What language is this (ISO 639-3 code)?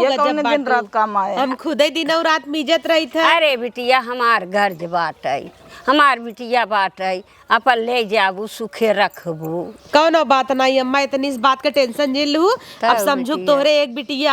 awa